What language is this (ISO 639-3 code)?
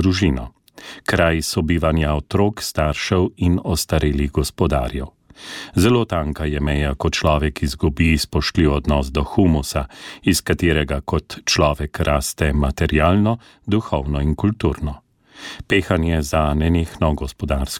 slv